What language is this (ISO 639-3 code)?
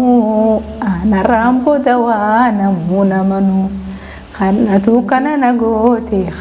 orm